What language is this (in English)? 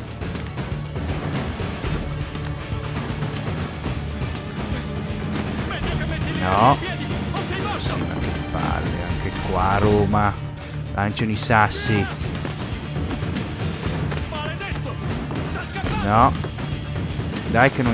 Italian